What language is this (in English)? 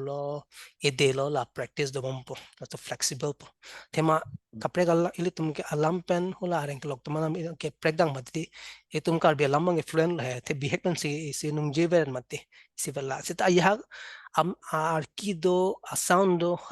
Karbi